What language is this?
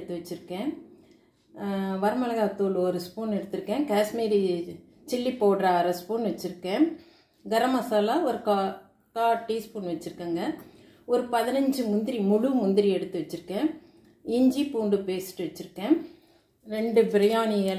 Tamil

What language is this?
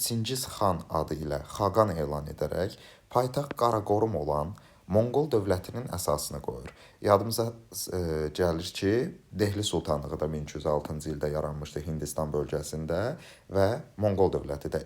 Azerbaijani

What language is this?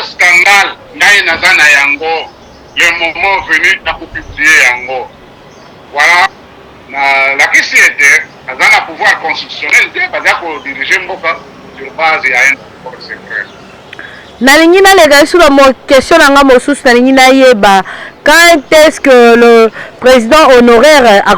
Lingala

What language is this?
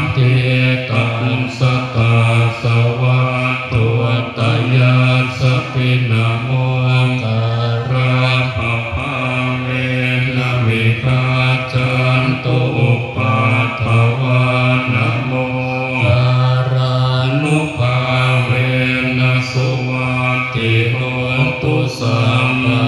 Pali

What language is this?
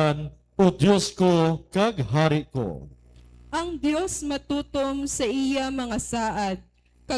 Hiligaynon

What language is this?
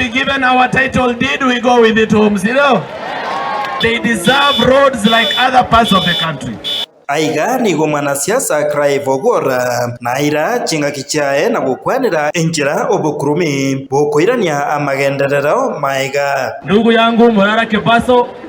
Gusii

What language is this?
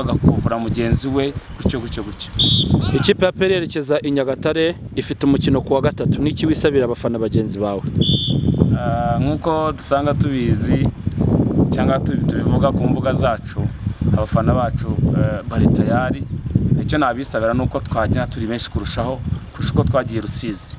Kinyarwanda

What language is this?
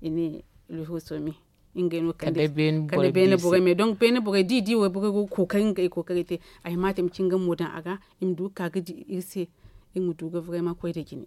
Zarma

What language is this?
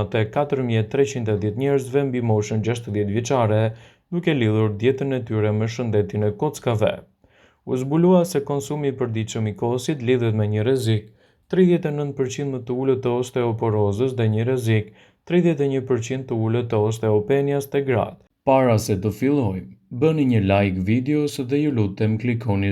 Albanian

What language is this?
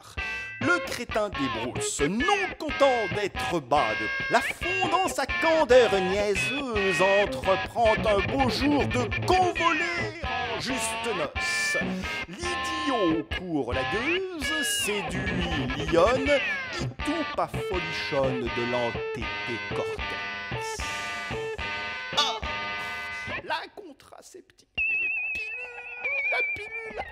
French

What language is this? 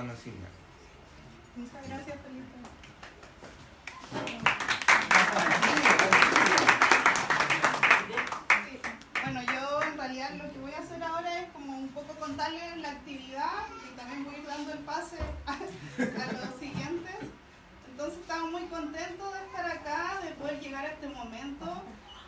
Spanish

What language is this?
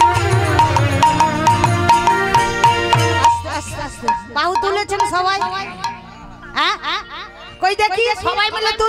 Bangla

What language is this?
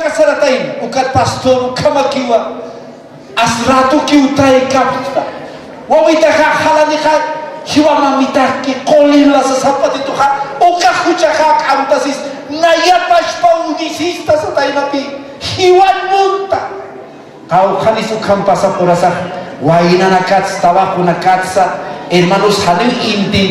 Aymara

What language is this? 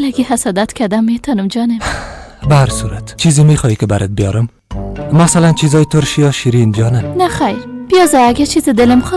Persian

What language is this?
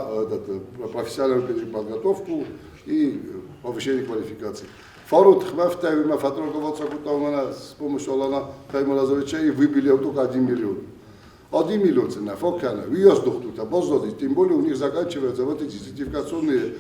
Ossetic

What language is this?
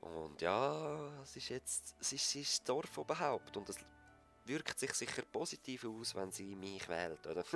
Swiss German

